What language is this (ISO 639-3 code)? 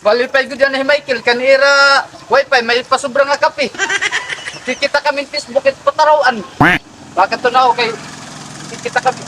war